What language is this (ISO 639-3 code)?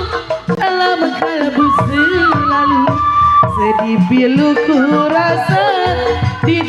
bew